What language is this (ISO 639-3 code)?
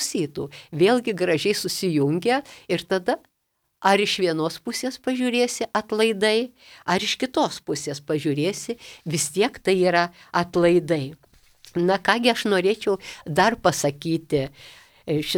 lit